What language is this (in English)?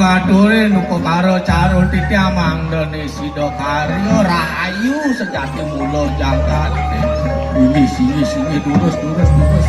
Balinese